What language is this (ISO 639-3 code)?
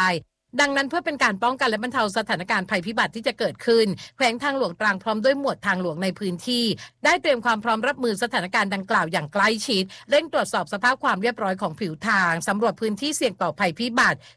tha